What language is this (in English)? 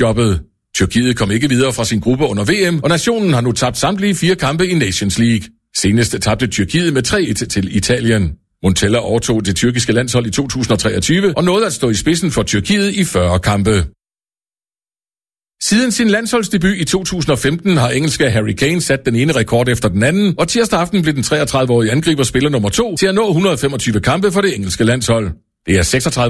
Danish